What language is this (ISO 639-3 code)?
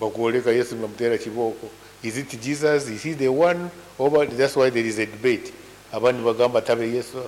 nyn